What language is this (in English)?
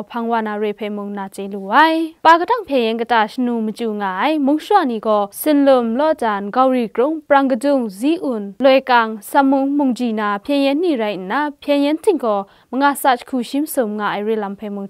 Kachin